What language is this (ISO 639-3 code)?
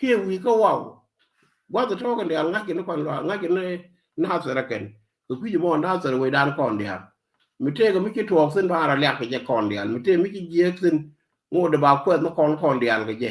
nus